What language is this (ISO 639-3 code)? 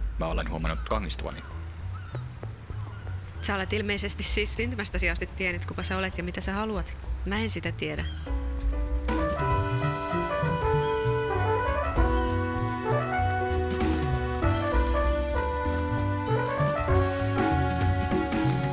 fin